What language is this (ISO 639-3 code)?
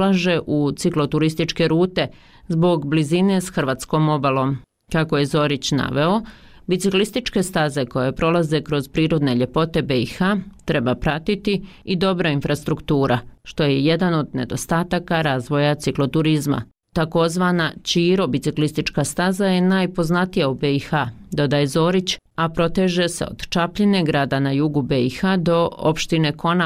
bos